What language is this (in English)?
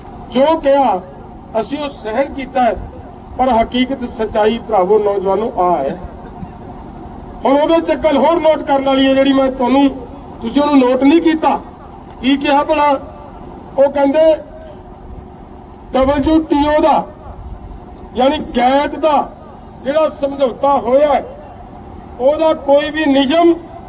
Punjabi